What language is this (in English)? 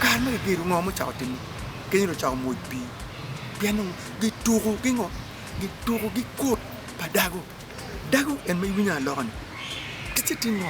Acoli